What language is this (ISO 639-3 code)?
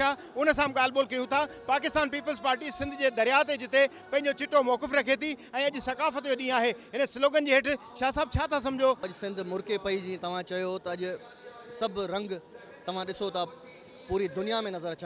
snd